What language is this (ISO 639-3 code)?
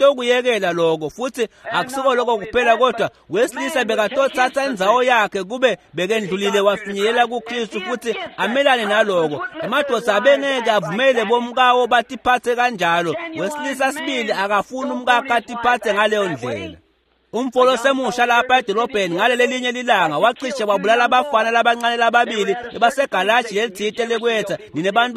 ssw